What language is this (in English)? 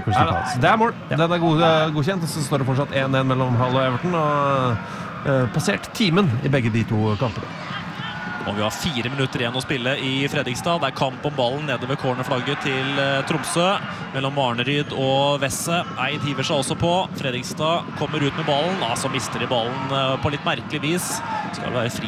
Norwegian